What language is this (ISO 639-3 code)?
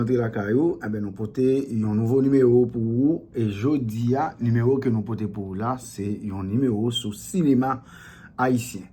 hat